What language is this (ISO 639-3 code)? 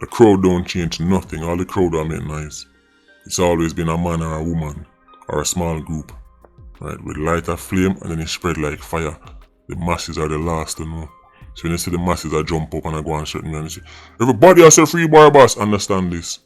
jam